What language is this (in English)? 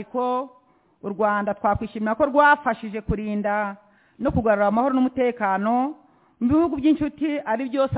Kinyarwanda